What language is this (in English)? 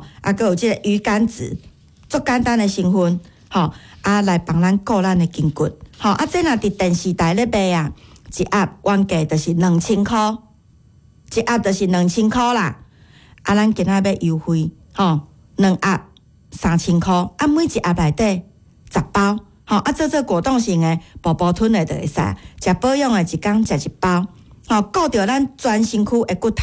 Min Nan Chinese